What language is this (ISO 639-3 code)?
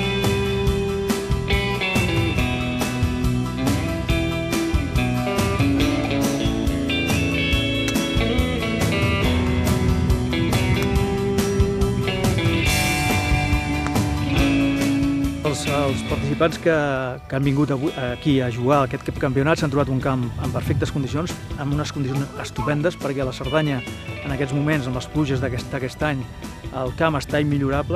cat